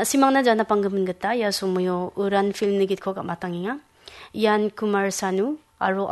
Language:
Garo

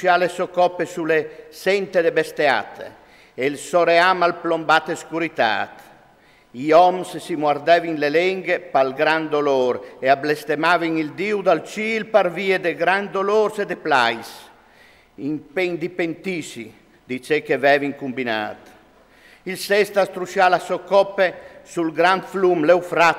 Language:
Friulian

